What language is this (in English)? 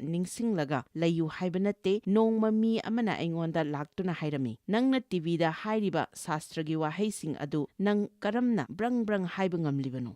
Manipuri